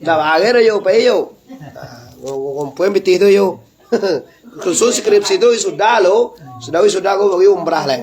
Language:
Minangkabau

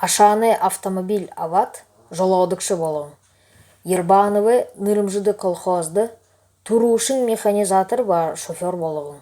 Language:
Buriat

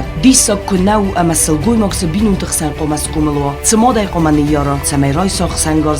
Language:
Ossetic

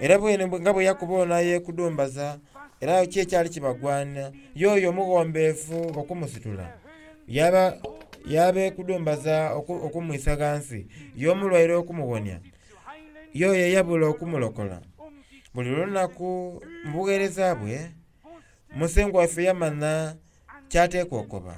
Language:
Soga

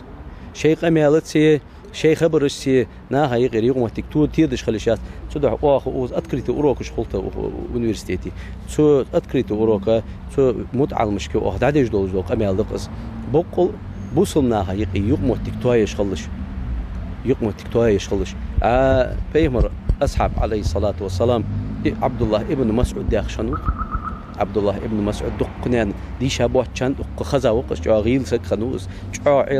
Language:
Ingush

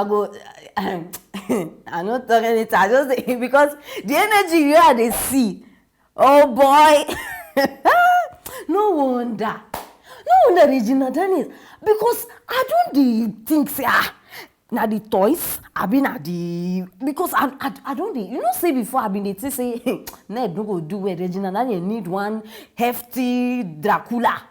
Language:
Nigerian Pidgin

